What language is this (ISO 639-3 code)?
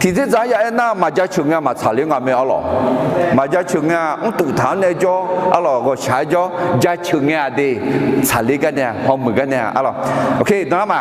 ahk